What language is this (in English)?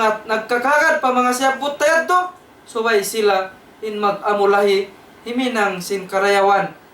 Tausug